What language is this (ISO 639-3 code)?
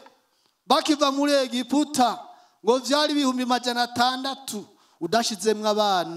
run